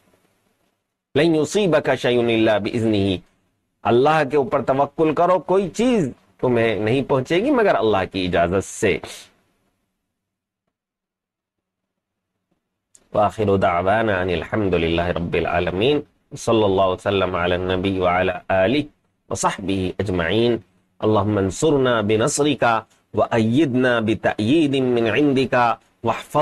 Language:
Urdu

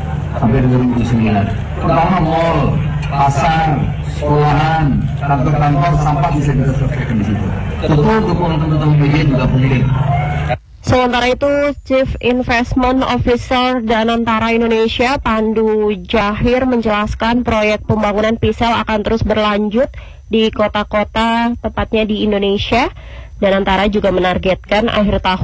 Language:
Indonesian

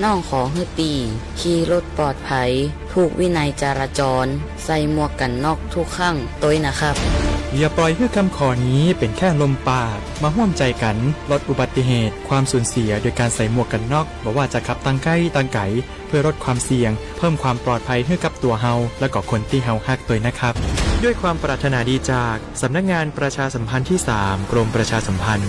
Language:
Shan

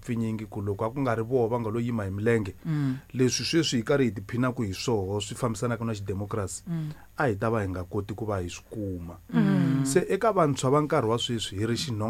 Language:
Tsonga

